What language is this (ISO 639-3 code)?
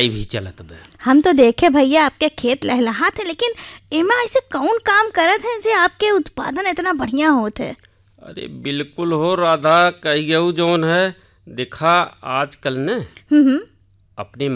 bho